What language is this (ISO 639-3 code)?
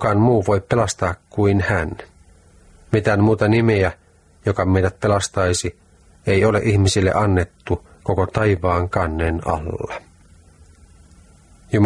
fin